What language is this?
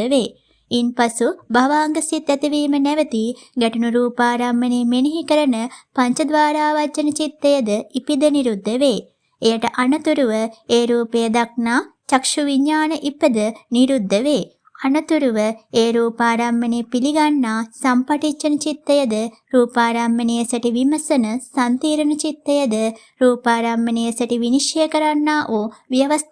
Sinhala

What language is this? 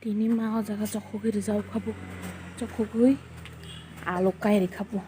Kok Borok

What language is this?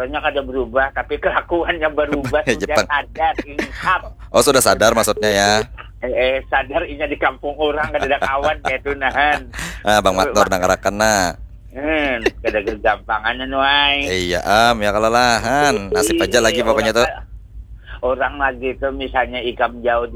Banjar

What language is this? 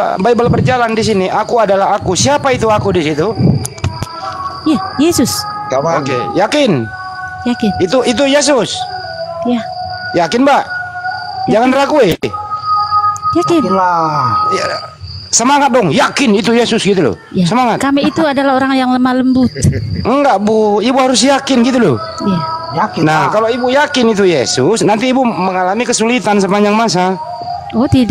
Indonesian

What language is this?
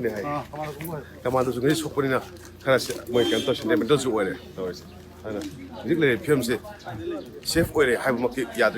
Manipuri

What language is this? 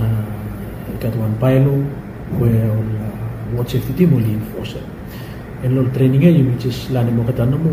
Bislama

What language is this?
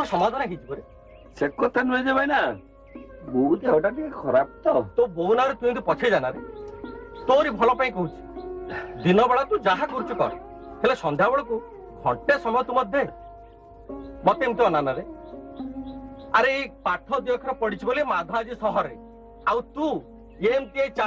Odia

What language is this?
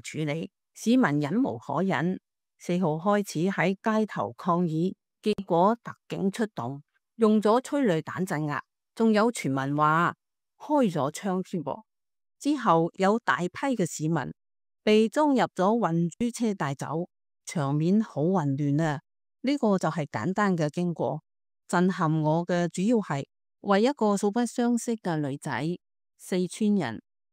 Cantonese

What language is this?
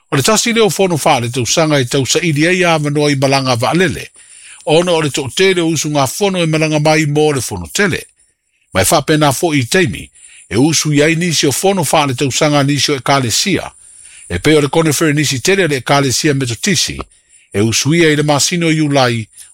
Samoan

